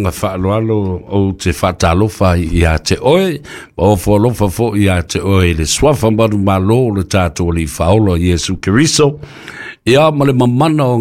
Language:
Samoan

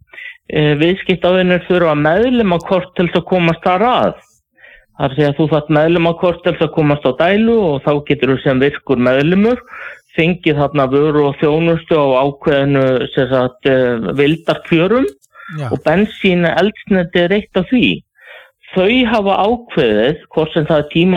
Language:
Icelandic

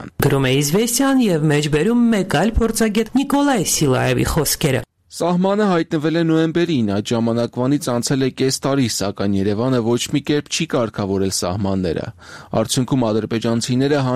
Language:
Armenian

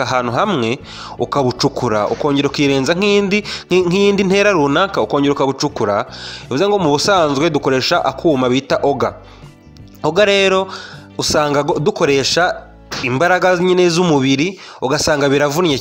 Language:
Kinyarwanda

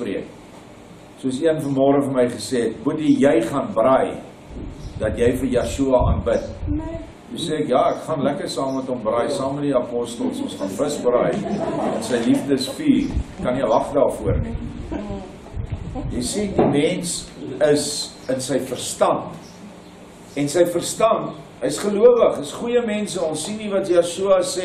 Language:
Afrikaans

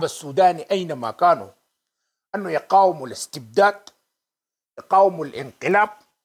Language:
Sudanese Arabic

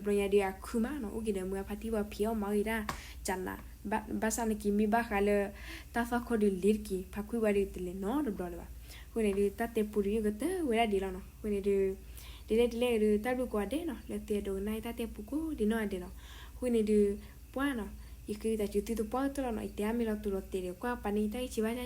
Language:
S'gaw Karen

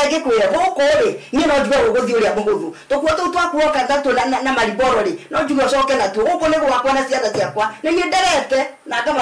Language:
Kikuyu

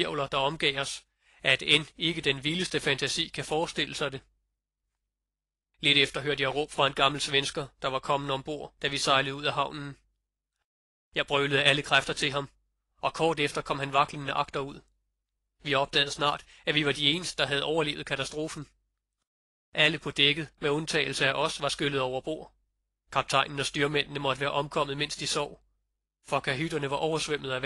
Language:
Danish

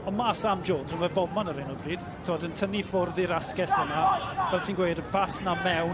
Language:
Welsh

